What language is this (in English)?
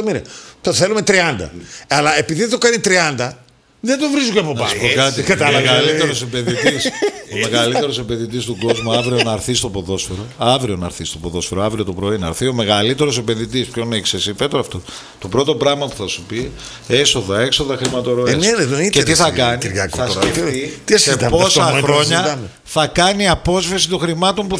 Greek